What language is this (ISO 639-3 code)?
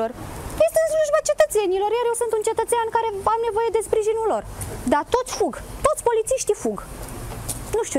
ron